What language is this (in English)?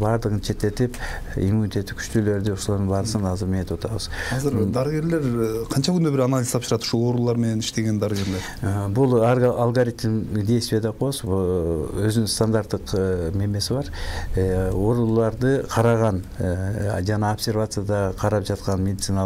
Kyrgyz